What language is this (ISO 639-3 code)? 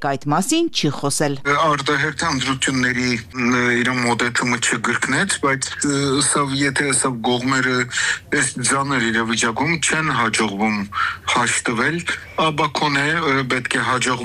hye